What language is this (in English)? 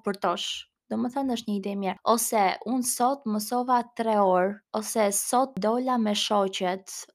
Albanian